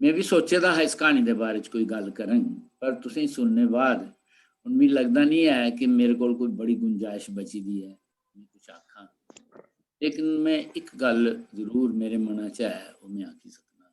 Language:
Dogri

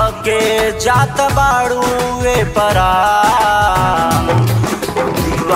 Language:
Bhojpuri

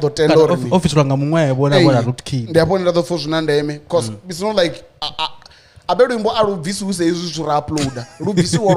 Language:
Venda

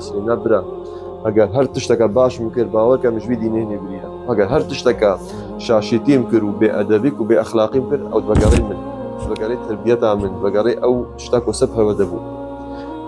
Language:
Kurdish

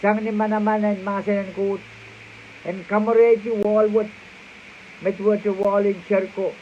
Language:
Pohnpeian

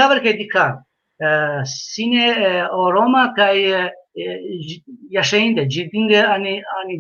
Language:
Balkan Romani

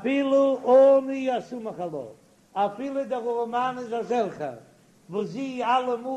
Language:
Yiddish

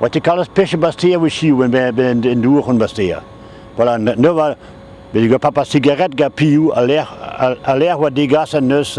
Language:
Breton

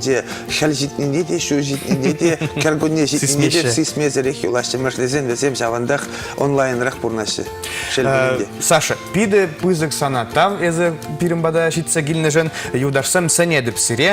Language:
Chuvash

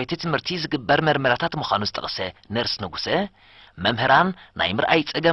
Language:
Tigrinya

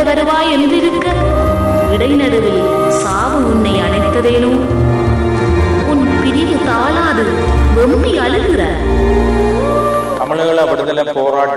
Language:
Tamil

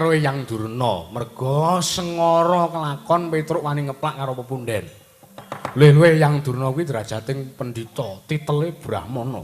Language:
Javanese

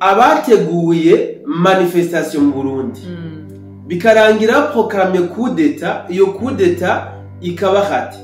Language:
Rundi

